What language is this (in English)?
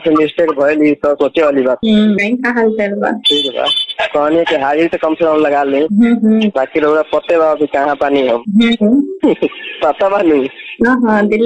Bhojpuri